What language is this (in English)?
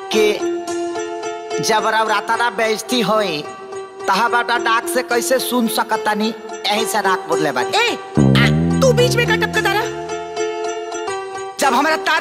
Bhojpuri